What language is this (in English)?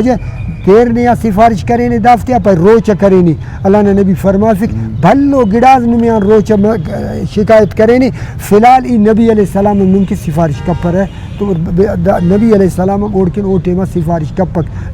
Brahui